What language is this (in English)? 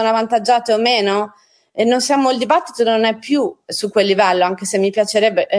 Italian